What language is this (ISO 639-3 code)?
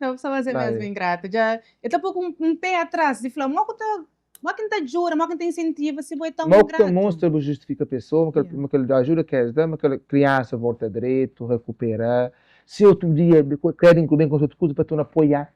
kea